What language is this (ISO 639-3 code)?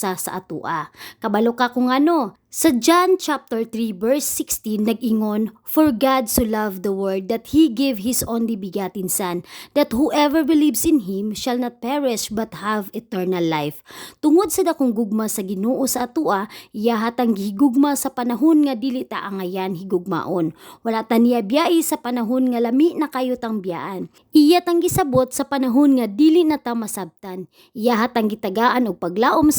ceb